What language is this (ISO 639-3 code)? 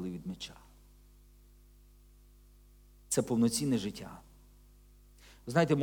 ukr